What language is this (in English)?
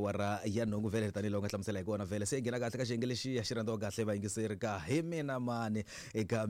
Tsonga